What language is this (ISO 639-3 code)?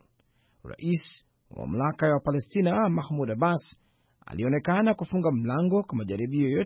swa